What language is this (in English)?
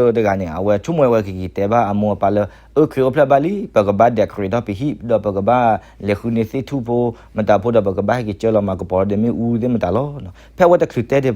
S'gaw Karen